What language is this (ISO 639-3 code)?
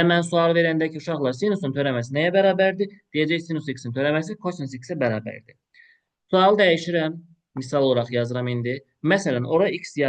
aze